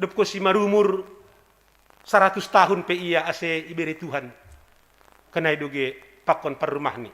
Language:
Batak Simalungun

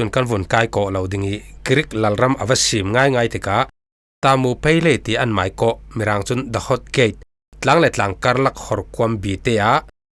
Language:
Falam Chin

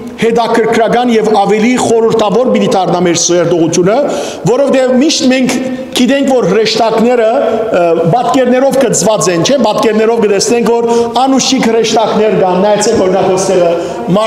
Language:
Western Armenian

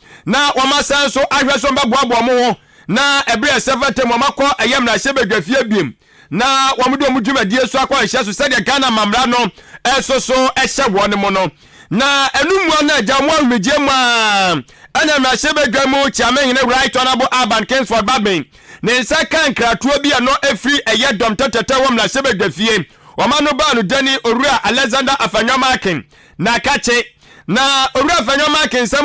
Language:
Akan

